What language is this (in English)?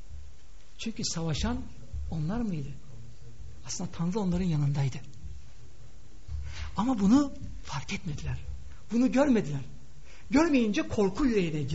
Turkish